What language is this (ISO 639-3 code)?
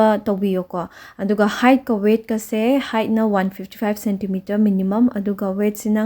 mni